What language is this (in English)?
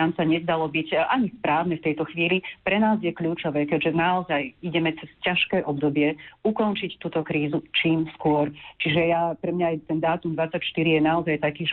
Slovak